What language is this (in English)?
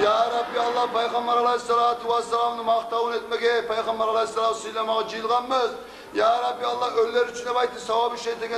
Kumyk